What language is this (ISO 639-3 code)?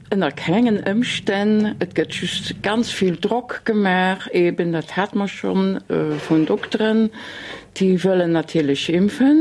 ltz